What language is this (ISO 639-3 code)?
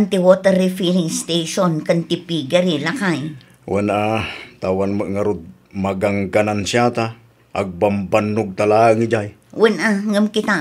ilo